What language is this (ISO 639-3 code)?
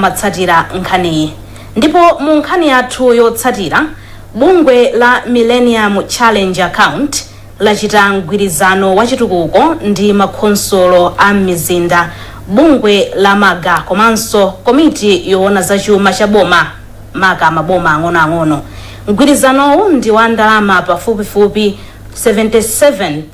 nya